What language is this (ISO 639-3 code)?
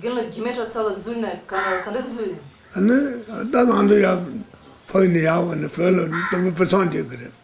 bod